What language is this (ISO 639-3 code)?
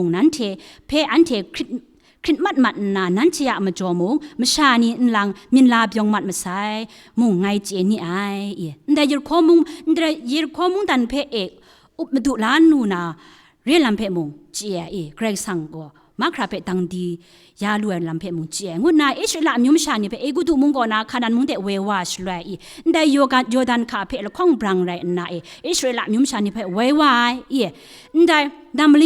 kac